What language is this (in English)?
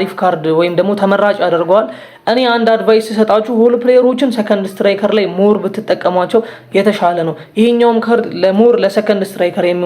Amharic